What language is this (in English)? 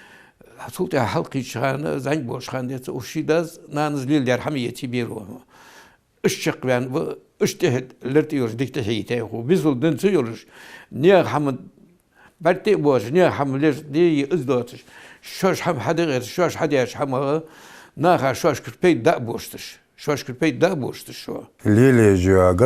Ingush